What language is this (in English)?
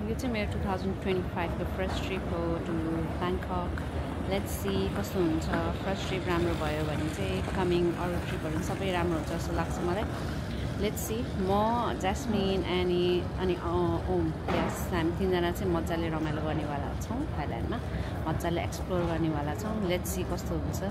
Nepali